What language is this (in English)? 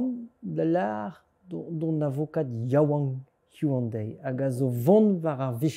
Breton